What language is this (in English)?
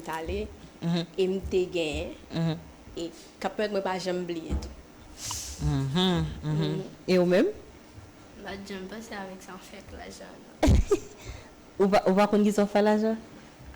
Haitian Creole